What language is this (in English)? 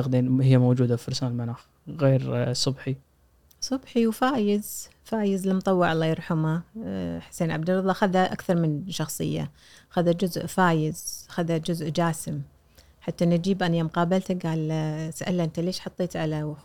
Gulf Arabic